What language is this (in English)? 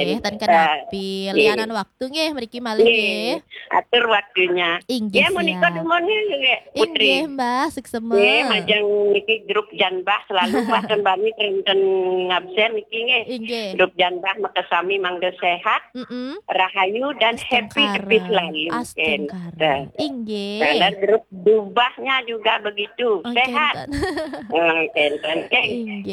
Balinese